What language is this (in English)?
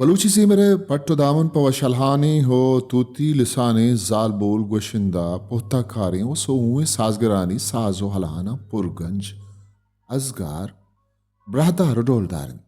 Baluchi